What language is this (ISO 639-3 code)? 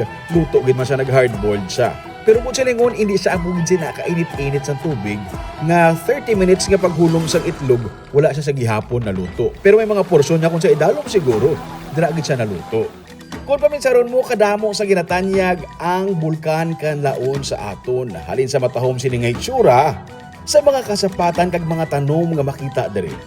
hil